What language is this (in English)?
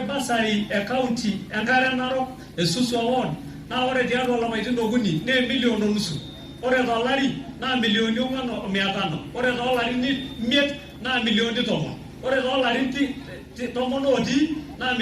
Masai